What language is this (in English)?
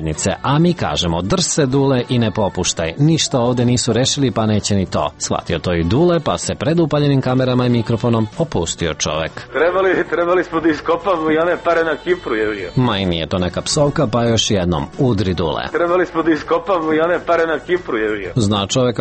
Serbian